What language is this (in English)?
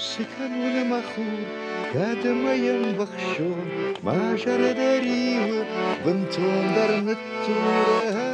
Ossetic